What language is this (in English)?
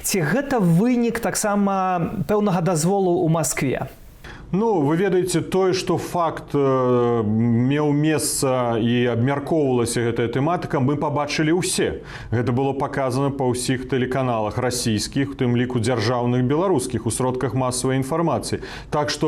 Belarusian